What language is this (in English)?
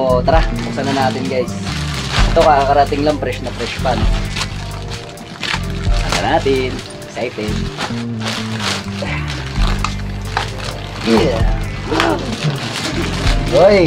Filipino